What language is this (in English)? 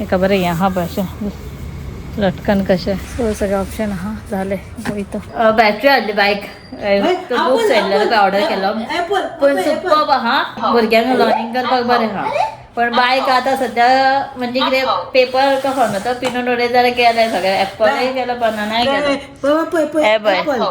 Konkani